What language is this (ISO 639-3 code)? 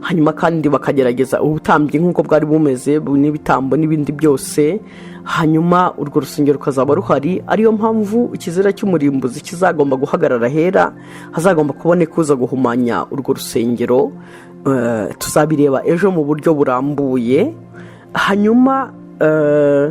kin